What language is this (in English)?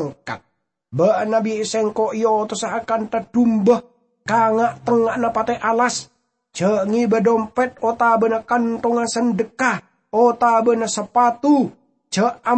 Madurese